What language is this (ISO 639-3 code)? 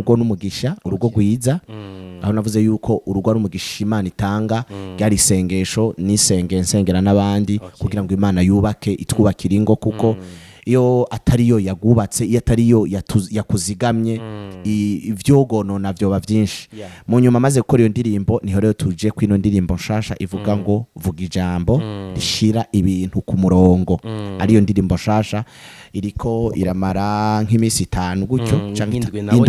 run